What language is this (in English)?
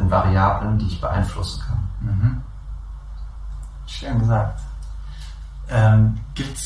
German